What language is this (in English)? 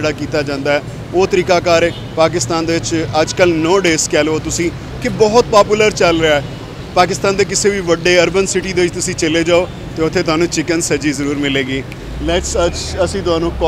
Punjabi